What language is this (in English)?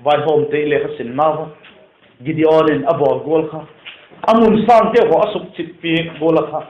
Vaiphei